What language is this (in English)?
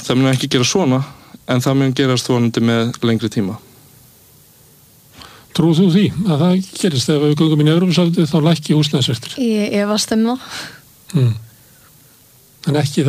Icelandic